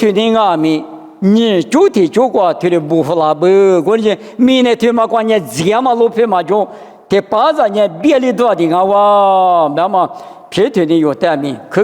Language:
Lisu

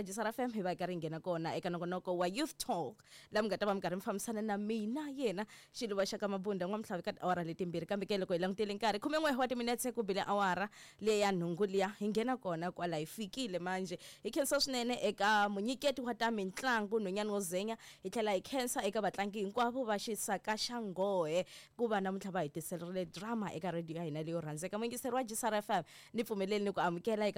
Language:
Tsonga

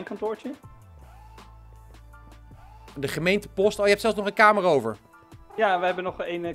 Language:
Dutch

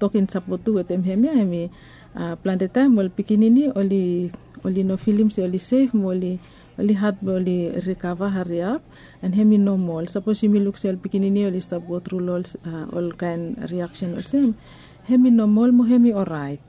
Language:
Bislama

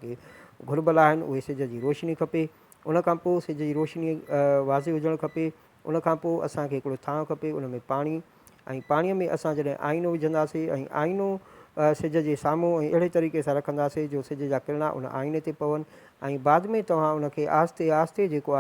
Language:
Sindhi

